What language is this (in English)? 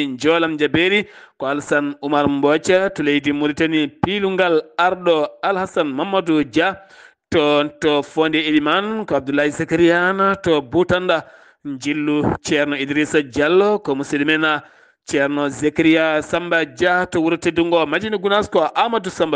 Fula